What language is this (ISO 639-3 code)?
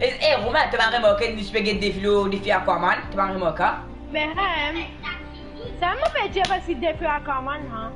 mfe